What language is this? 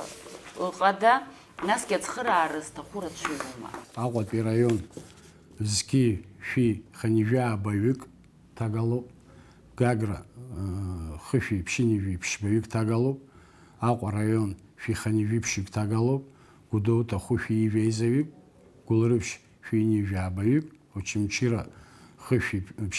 Abkhazian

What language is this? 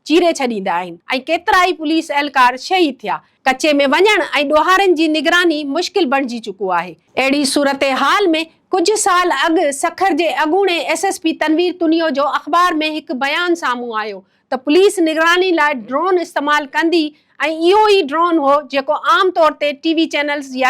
Sindhi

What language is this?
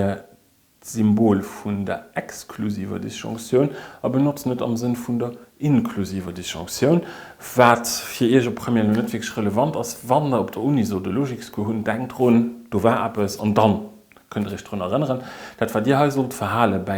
Luxembourgish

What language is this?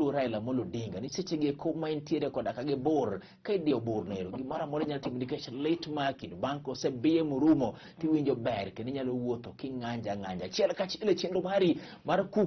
Luo (Kenya and Tanzania)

